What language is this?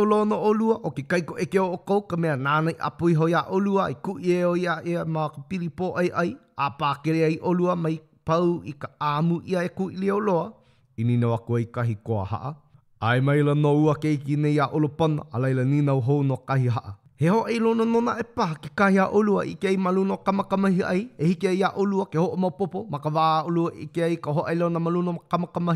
Hawaiian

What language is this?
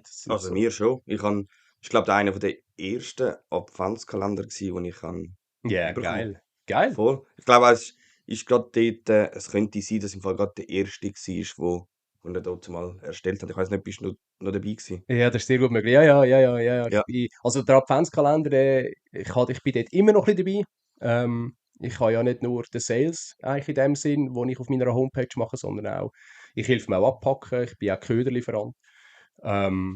Swiss German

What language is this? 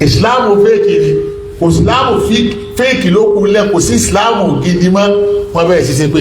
Yoruba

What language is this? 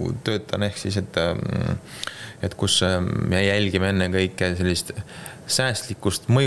Estonian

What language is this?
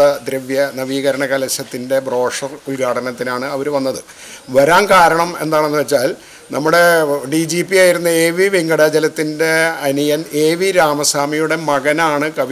Malayalam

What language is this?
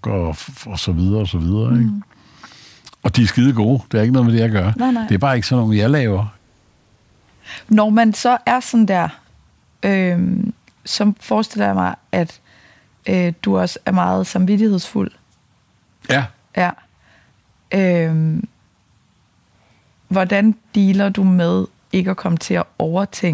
Danish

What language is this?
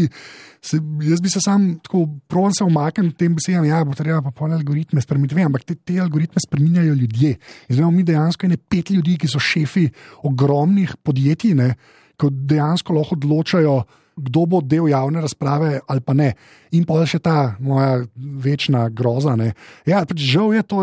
Slovenian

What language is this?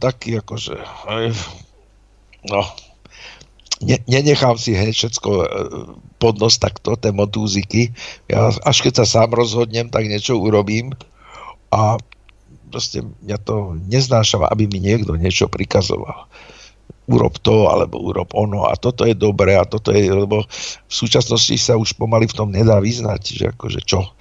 Slovak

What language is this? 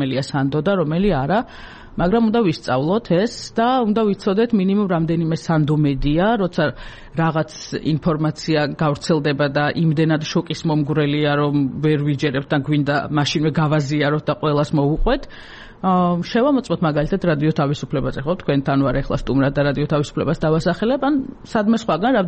Georgian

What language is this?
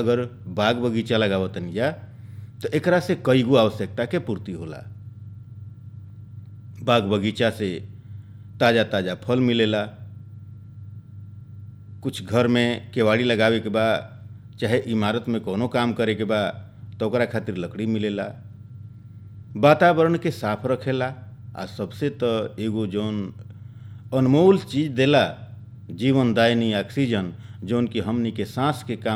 Bhojpuri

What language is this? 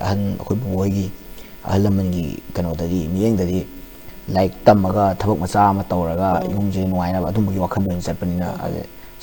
Manipuri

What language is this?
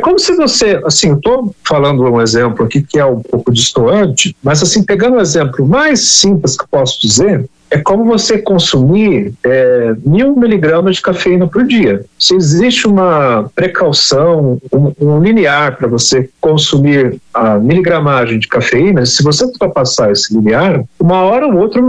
Portuguese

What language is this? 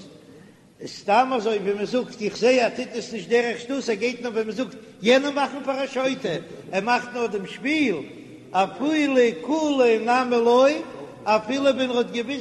Yiddish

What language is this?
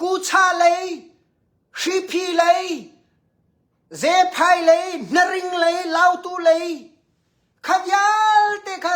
Hakha Chin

